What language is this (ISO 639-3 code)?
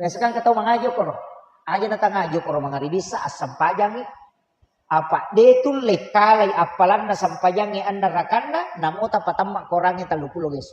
bug